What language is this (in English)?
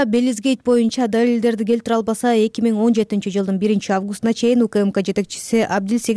Kyrgyz